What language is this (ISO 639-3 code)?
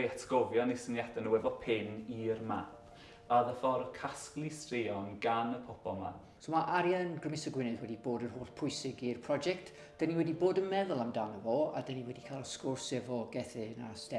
cym